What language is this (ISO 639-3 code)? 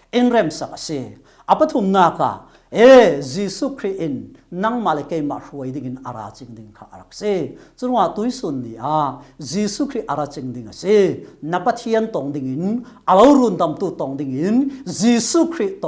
cfm